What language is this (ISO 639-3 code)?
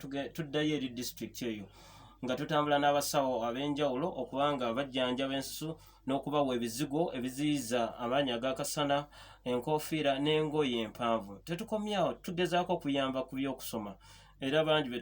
lug